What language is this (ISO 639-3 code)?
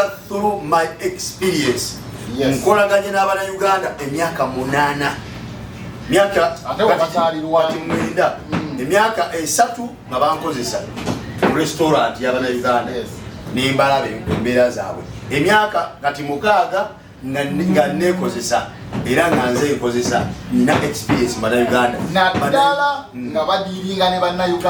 lug